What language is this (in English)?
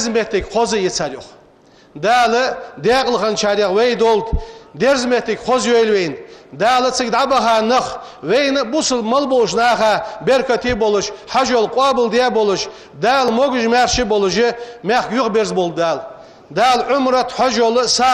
Ingush